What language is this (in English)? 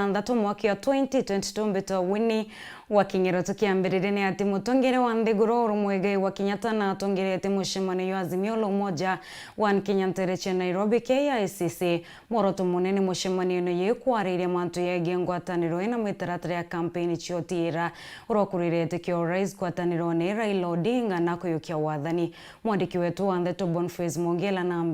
Meru